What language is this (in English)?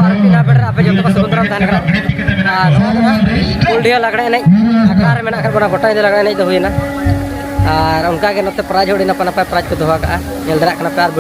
Santali